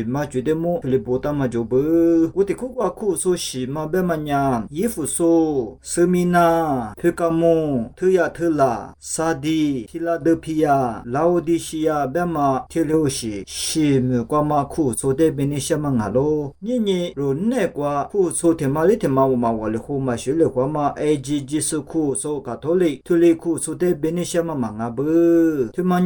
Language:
Lisu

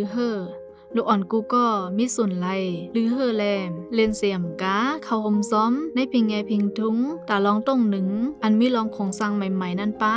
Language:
Shan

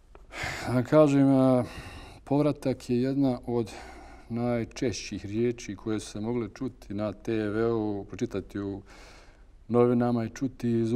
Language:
Bosnian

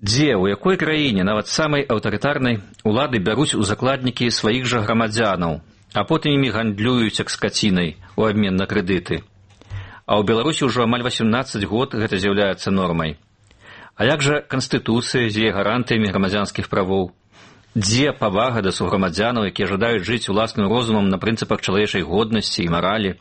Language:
Belarusian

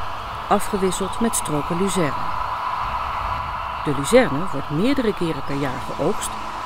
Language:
Dutch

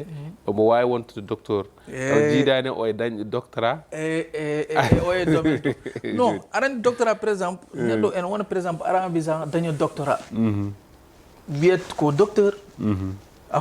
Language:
Fula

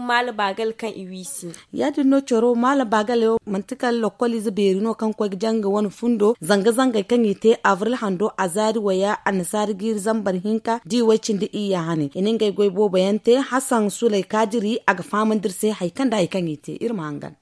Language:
Zarma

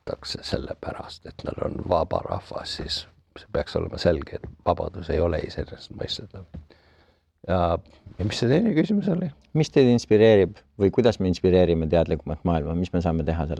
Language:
Estonian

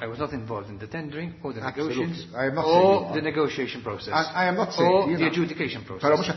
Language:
Maltese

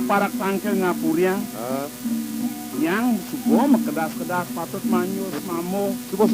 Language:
Balinese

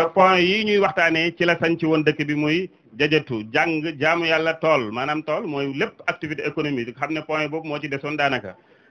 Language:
Wolof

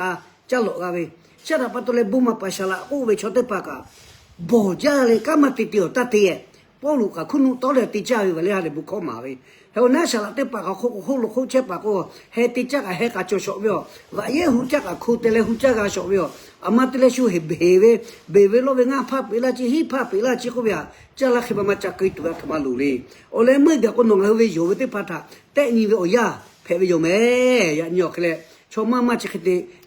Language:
Lahu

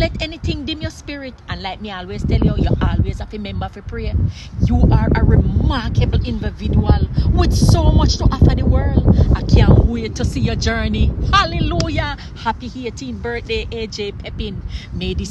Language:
Jamaican Creole English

